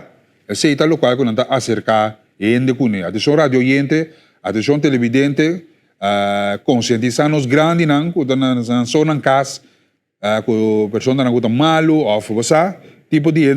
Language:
Papiamento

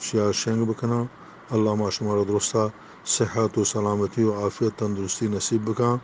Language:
Eastern Balochi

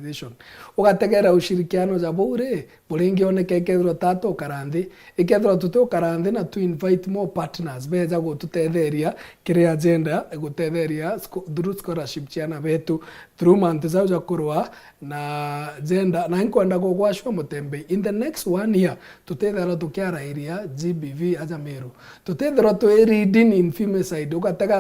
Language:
Meru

